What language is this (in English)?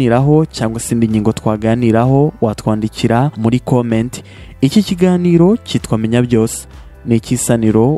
Kinyarwanda